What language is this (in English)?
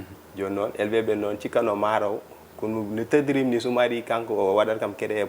Fula